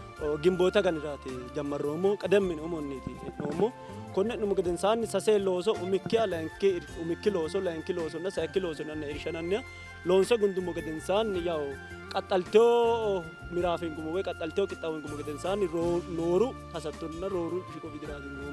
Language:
Sidamo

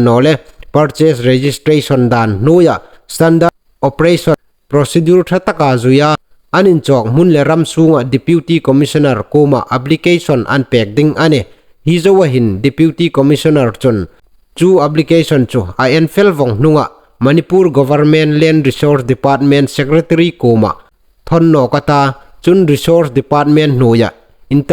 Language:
Hmar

